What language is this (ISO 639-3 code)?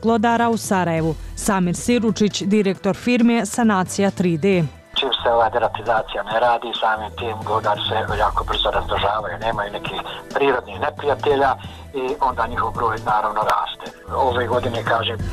bos